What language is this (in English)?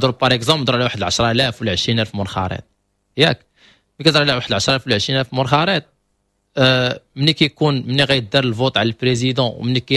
Moroccan Arabic